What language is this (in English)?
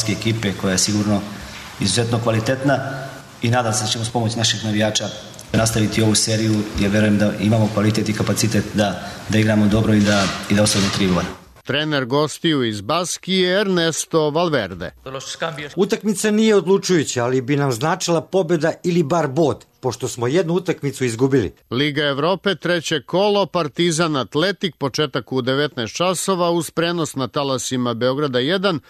Serbian